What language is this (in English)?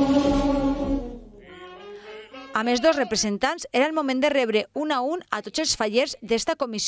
Catalan